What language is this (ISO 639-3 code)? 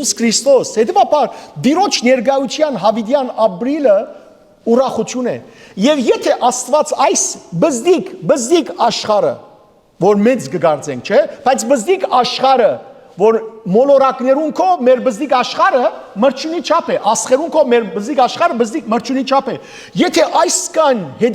hyw